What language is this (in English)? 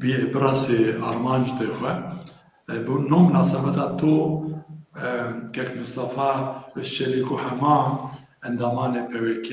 Zaza